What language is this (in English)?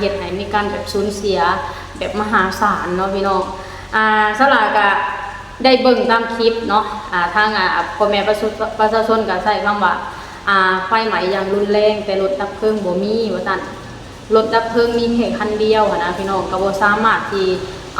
Lao